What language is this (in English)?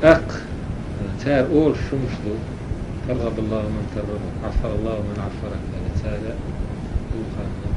Chechen